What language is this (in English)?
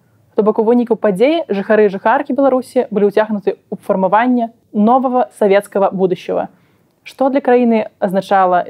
Belarusian